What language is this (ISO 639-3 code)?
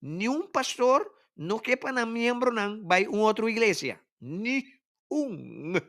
pap